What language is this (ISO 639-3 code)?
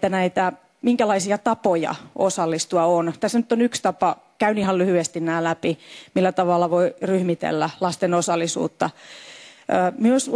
fin